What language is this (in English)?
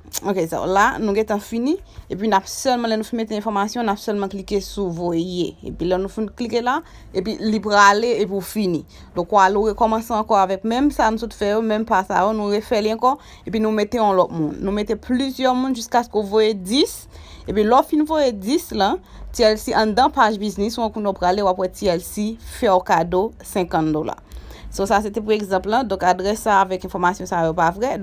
Haitian Creole